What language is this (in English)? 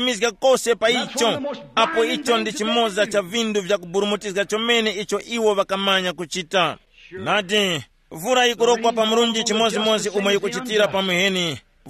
Tumbuka